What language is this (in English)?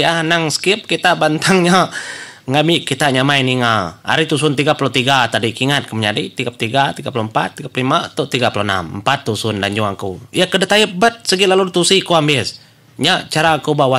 Iban